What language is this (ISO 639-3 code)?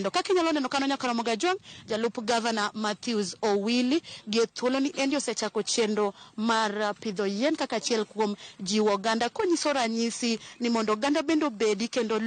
luo